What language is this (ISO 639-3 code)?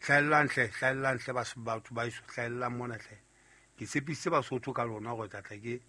sot